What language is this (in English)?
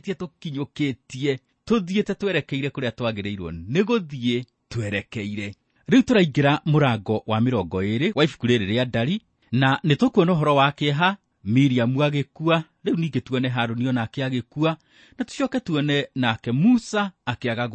Kikuyu